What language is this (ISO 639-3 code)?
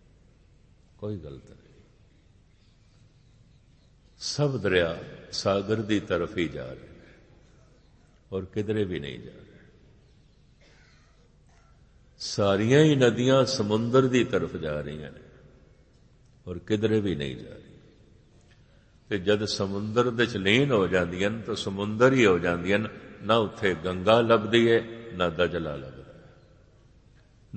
pan